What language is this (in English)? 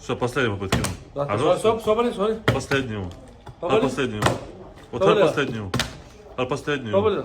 Chechen